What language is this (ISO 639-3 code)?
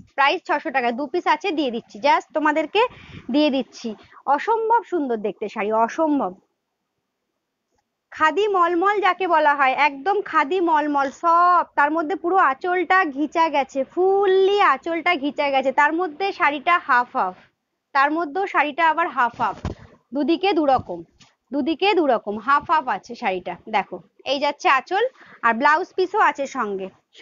ben